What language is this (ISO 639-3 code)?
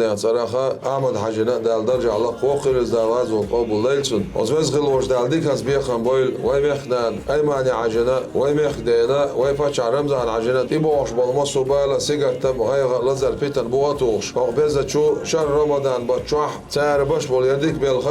che